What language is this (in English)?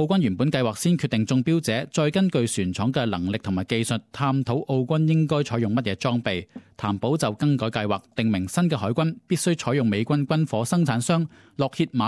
Cantonese